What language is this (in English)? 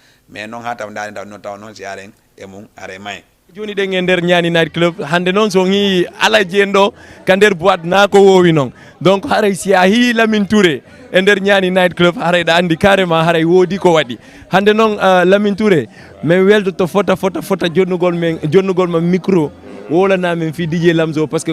Fula